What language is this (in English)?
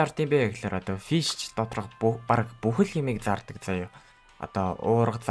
Mongolian